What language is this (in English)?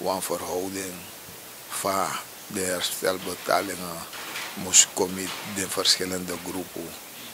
Sranan Tongo